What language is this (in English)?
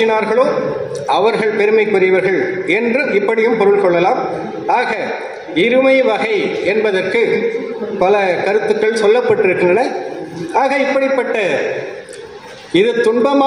Tamil